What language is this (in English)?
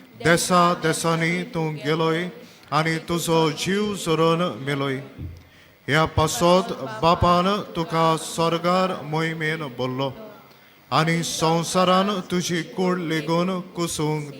Konkani